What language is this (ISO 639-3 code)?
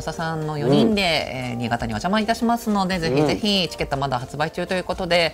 jpn